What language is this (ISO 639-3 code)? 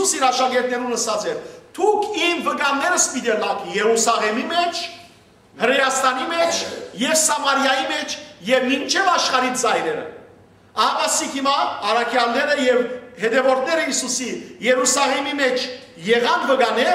hyw